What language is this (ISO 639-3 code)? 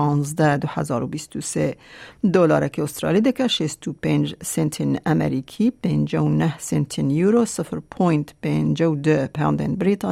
kur